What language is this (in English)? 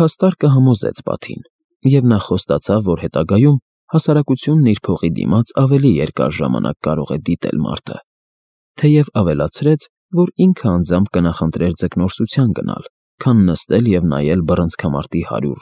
Armenian